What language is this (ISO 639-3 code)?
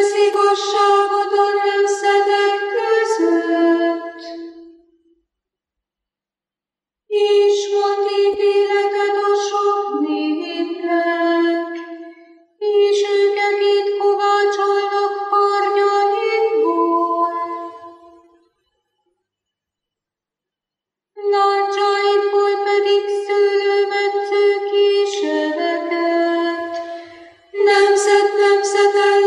hun